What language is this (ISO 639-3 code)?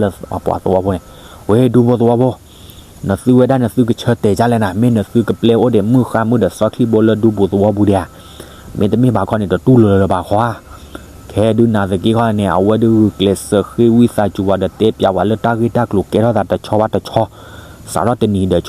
ksw